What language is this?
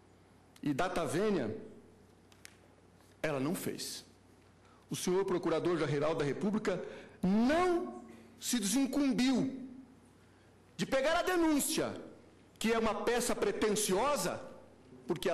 Portuguese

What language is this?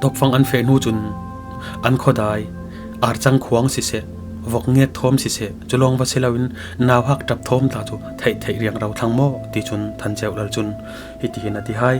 Falam Chin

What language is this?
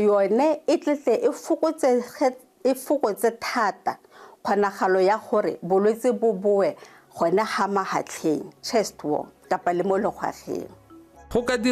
Tswana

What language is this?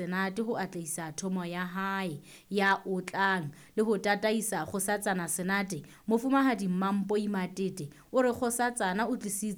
Southern Sotho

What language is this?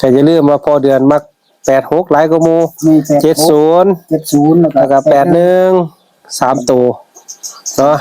Northeastern Thai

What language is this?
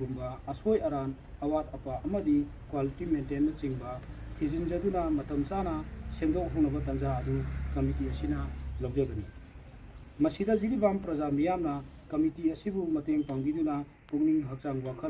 Manipuri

